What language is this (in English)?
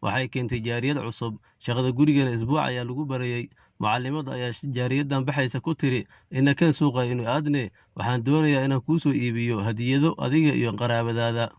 Somali